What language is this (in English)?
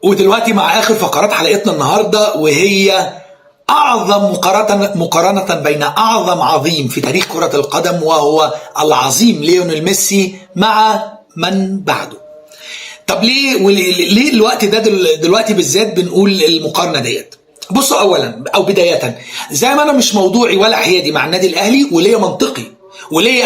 Egyptian Arabic